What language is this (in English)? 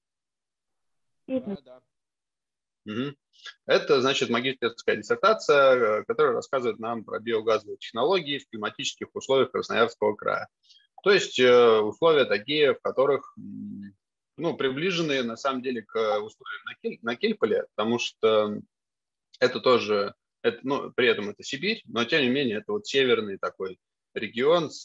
Russian